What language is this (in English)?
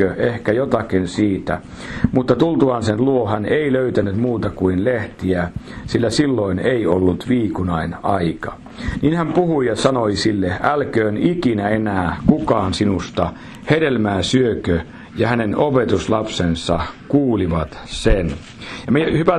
Finnish